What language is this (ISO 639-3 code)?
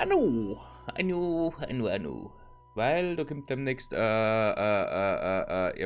bar